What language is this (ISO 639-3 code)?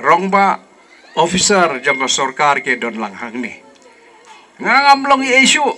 kha